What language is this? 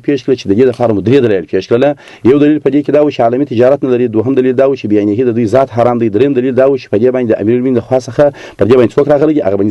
Pashto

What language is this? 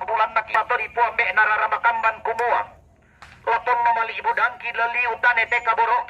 Toraja-Sa'dan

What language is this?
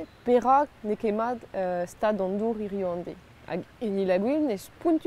Breton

